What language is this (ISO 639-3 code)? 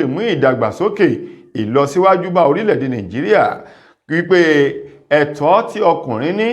yor